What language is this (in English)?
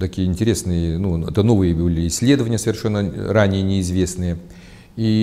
Russian